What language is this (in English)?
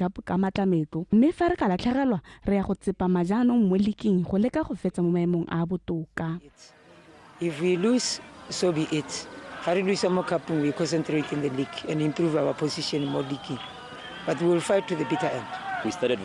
Tswana